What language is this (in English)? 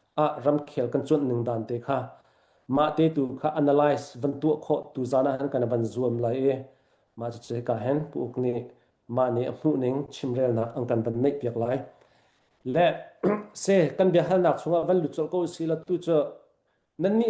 Hakha Chin